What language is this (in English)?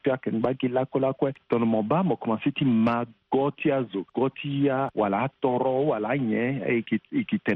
Sango